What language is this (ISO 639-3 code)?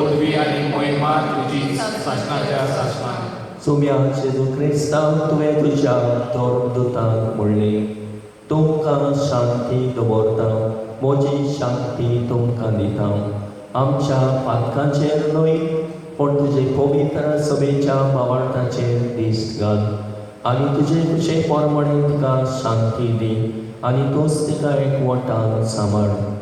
kok